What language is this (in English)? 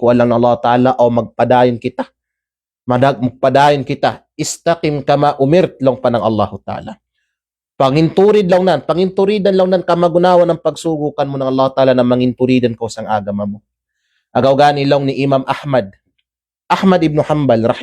Kalagan